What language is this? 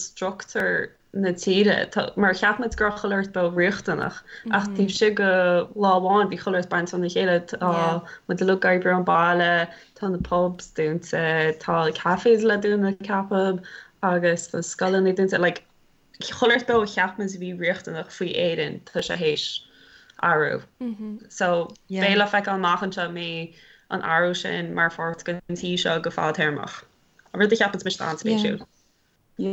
Irish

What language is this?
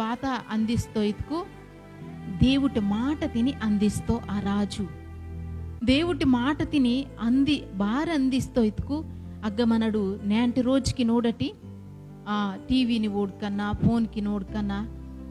Koya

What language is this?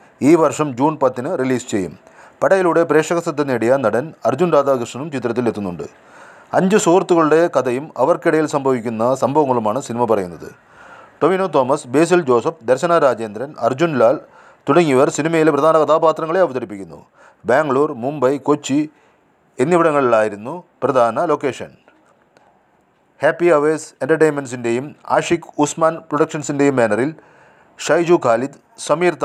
Malayalam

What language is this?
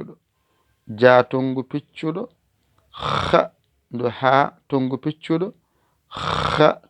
Fula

